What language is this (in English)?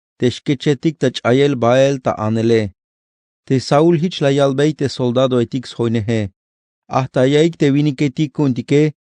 Tzeltal